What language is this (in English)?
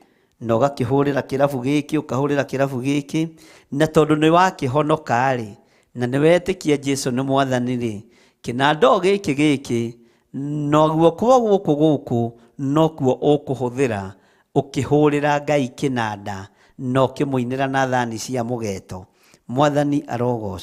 Kikuyu